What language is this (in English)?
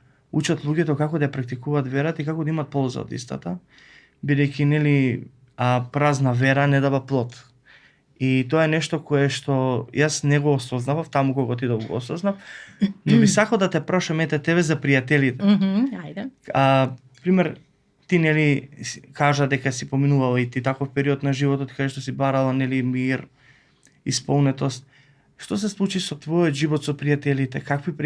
Macedonian